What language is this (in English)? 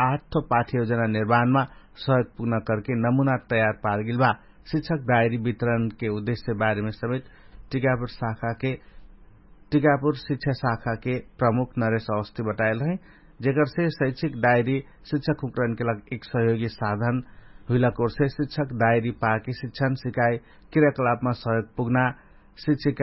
Dangaura Tharu